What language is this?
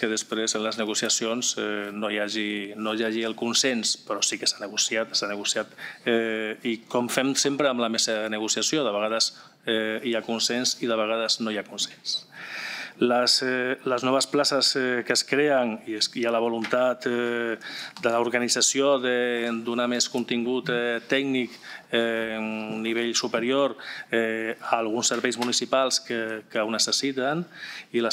Catalan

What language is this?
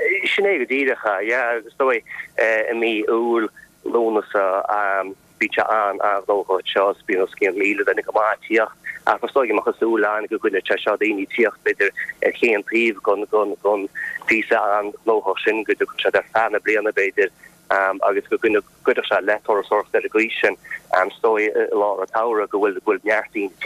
Irish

